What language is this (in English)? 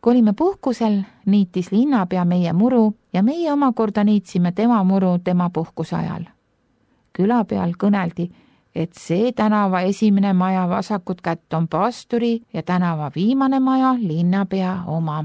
Estonian